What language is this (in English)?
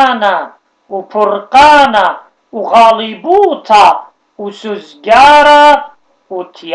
Assyrian Neo-Aramaic